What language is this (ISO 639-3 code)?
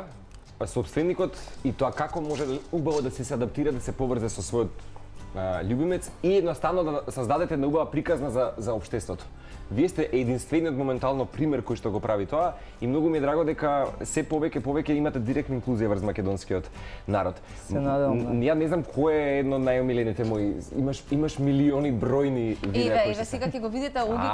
mkd